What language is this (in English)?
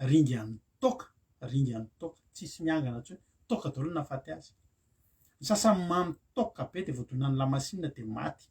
Malagasy